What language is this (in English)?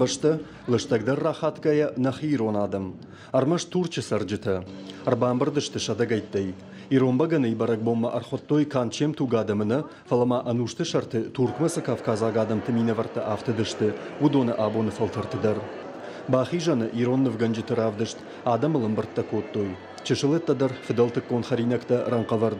Ossetic